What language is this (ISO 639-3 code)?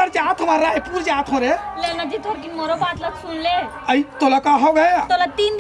hne